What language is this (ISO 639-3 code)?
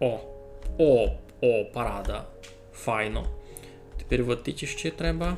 rue